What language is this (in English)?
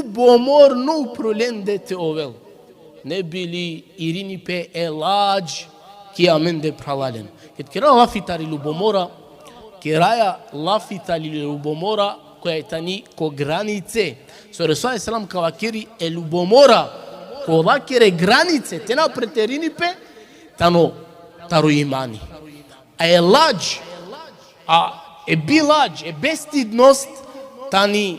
Balkan Romani